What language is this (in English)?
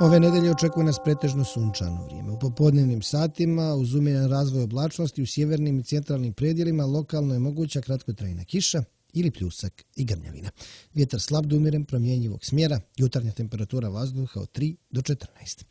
Serbian